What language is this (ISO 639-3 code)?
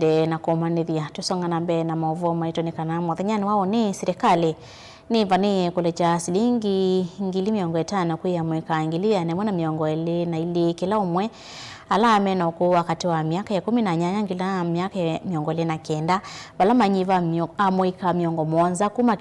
kam